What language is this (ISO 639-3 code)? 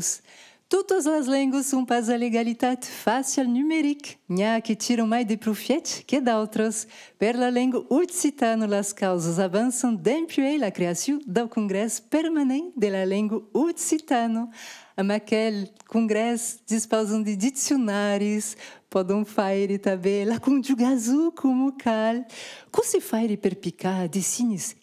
oci